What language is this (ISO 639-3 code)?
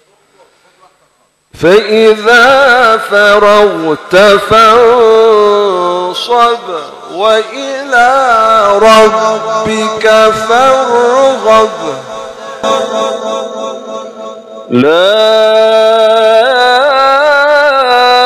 ara